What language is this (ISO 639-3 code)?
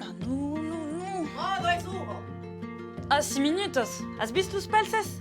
oci